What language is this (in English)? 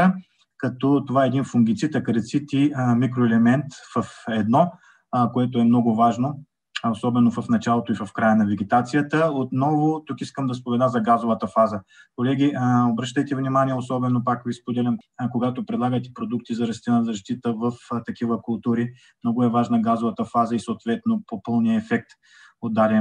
Bulgarian